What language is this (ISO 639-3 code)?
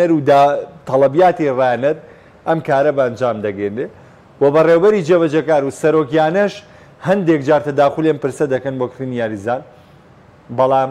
ckb